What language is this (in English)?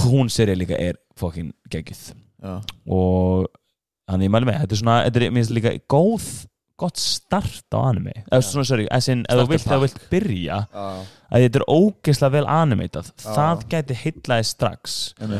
Icelandic